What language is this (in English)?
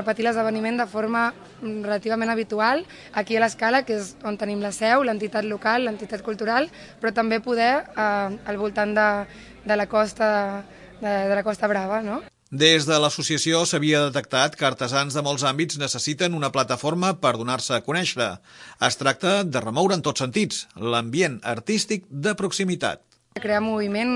Catalan